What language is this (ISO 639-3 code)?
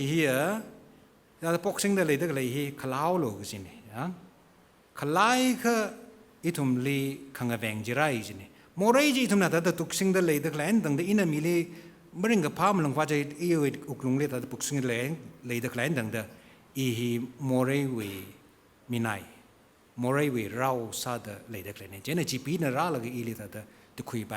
nmf